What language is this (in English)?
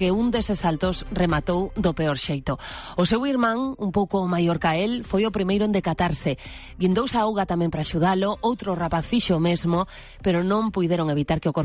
Galician